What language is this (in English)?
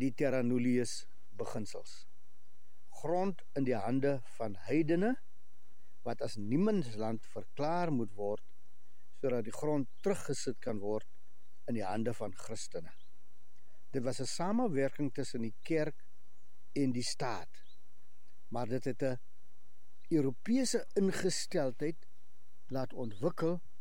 Afrikaans